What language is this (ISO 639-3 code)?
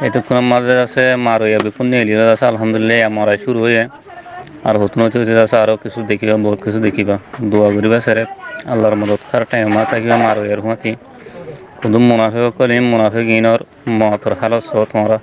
rhg